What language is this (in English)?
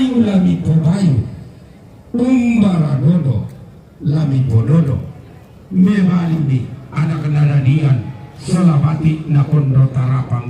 Toraja-Sa'dan